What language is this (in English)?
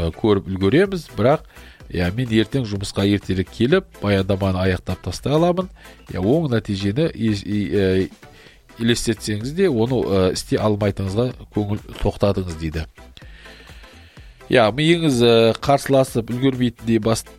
Kazakh